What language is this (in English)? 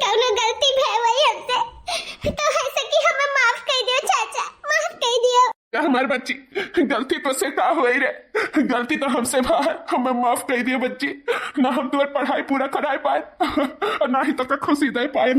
Awadhi